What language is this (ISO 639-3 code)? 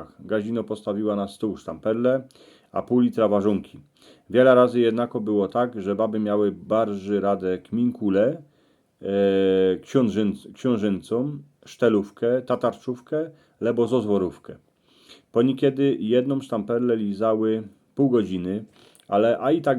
szl